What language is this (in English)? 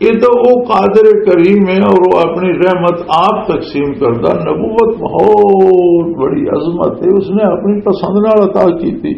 Western Panjabi